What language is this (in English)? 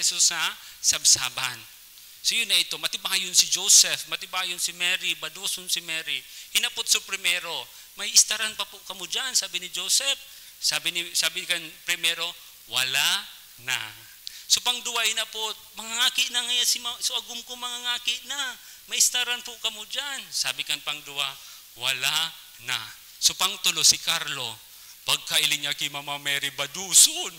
Bikol